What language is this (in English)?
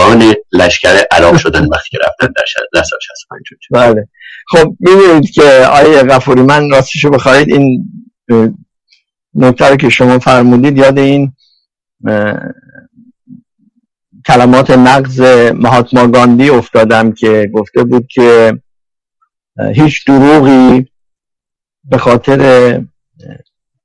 Persian